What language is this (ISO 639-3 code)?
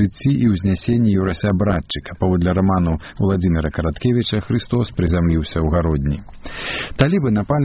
bel